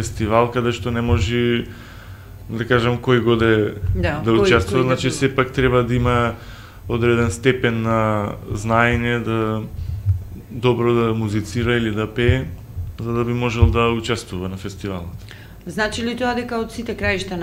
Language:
Macedonian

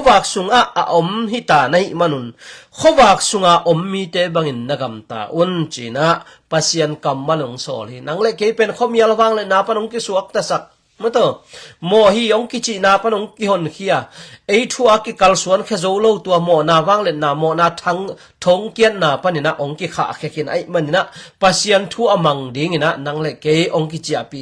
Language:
Tedim Chin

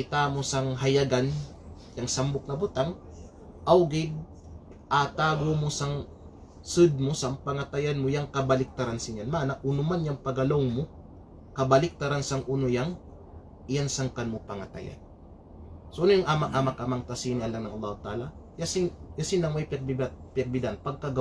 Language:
Kalagan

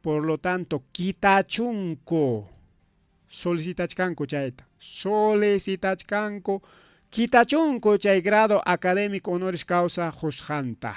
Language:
Ayacucho Quechua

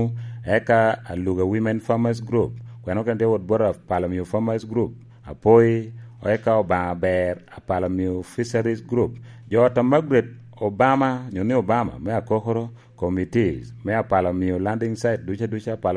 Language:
Lango (Uganda)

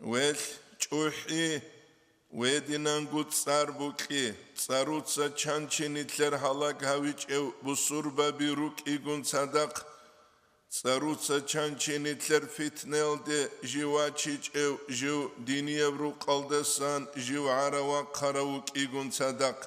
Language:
Avaric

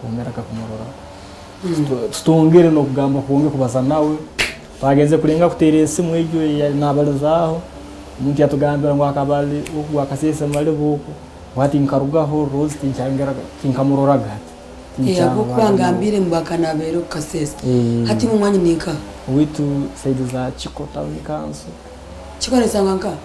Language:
Nyankole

